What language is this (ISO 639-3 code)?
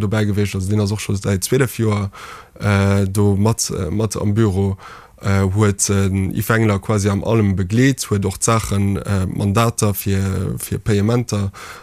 ltz